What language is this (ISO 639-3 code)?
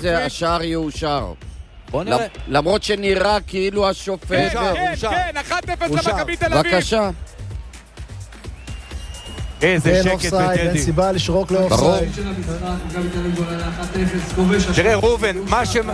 heb